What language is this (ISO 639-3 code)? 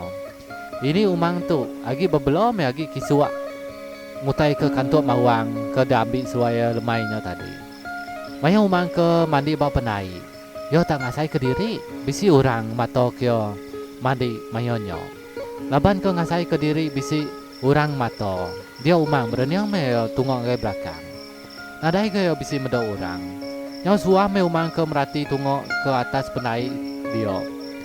iba